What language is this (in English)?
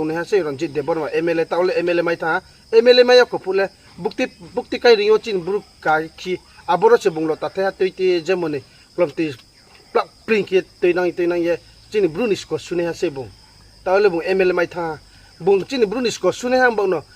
Riang (India)